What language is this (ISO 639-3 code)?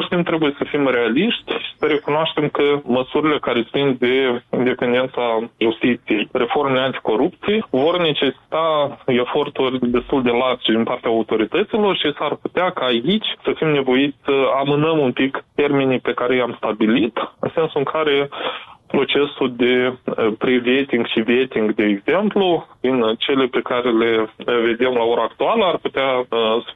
ron